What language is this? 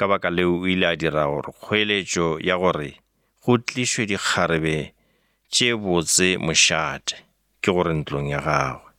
Northern Sotho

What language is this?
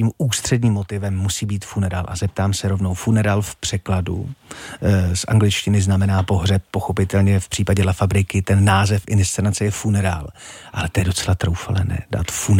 Czech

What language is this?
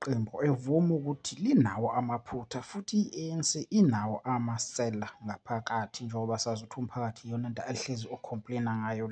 Zulu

